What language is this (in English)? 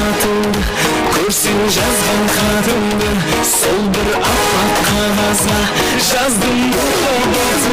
Kara-Kalpak